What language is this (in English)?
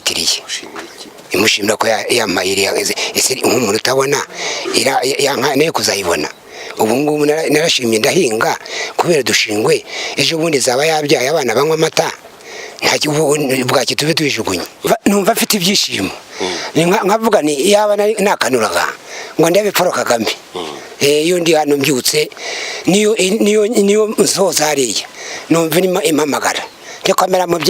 Kinyarwanda